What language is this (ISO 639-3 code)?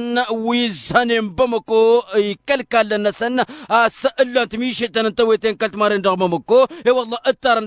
taq